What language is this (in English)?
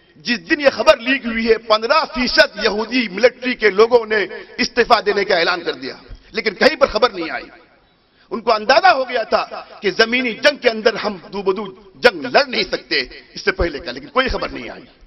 Urdu